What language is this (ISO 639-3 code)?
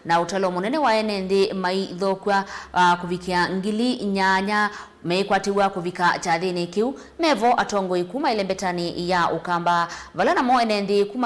kam